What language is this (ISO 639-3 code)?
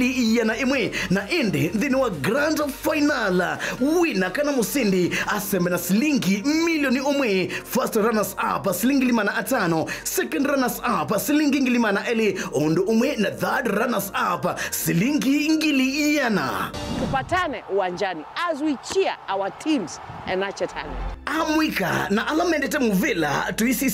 kam